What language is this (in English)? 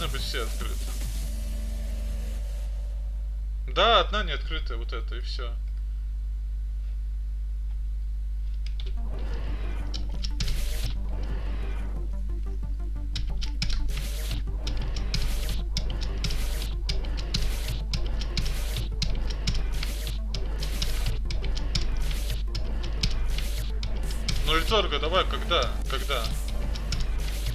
Russian